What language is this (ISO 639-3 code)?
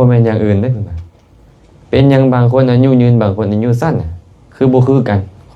lao